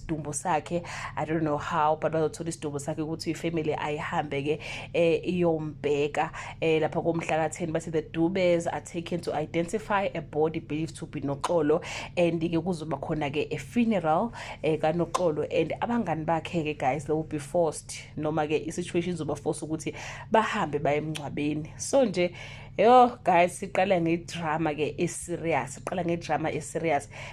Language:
Zulu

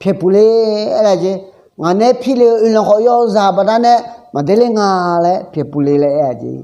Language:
Akha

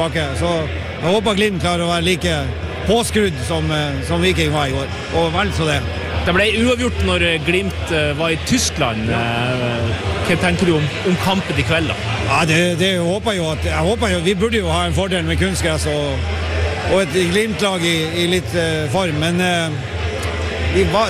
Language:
Norwegian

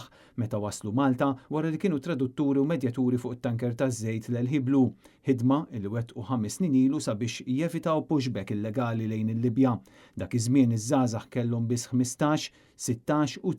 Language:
Maltese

